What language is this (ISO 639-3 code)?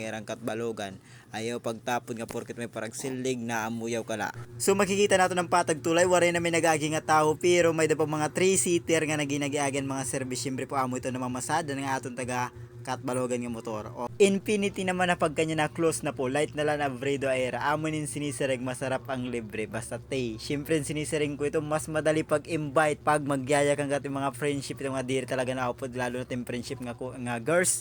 war